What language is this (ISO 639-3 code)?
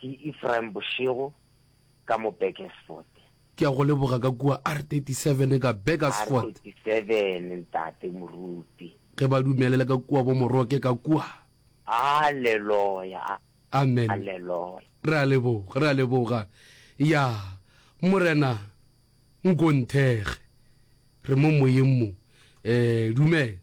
nso